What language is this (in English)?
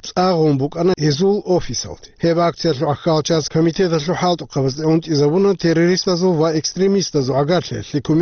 Avaric